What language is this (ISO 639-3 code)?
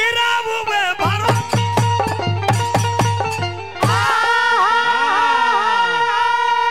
bho